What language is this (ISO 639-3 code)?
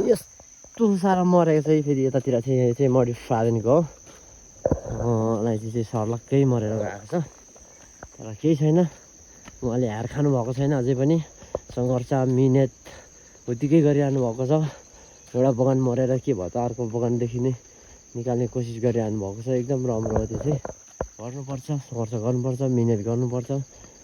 nep